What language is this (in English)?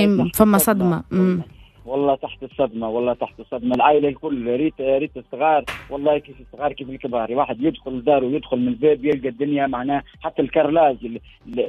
Tunisian Arabic